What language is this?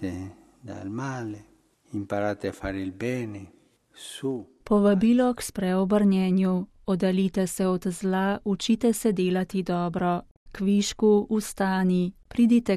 Slovenian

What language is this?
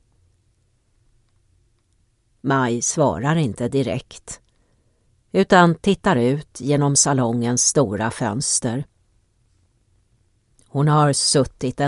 Swedish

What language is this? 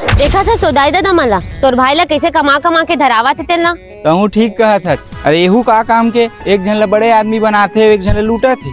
Chhattisgarhi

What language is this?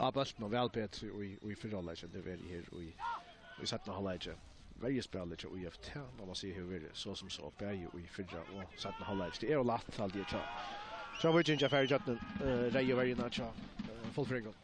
Faroese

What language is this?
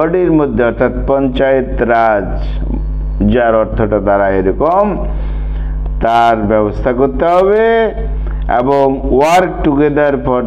Bangla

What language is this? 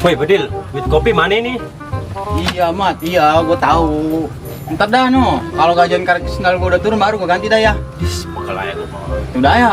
Betawi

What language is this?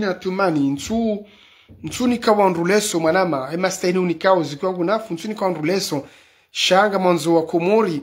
Ngazidja Comorian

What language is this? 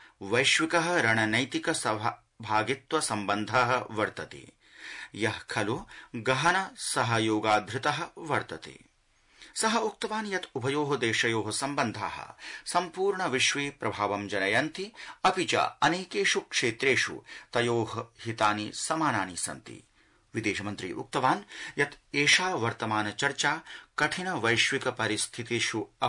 Sanskrit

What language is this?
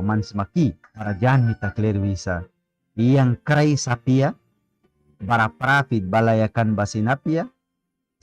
Mískito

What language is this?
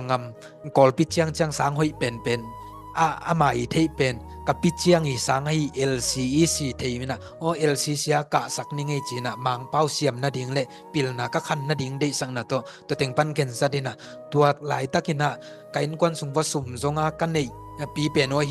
Tedim Chin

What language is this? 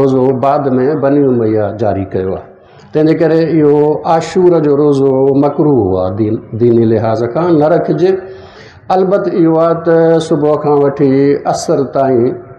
Sindhi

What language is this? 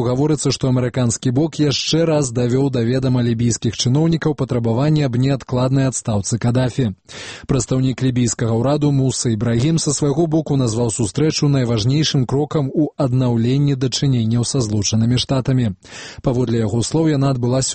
Belarusian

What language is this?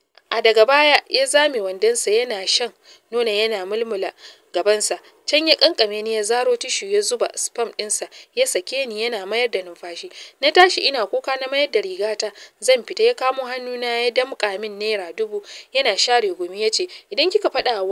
Hausa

